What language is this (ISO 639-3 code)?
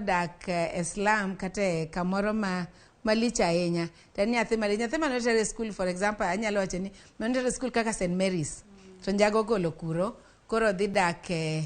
luo